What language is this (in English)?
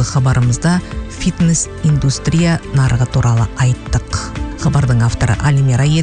Kazakh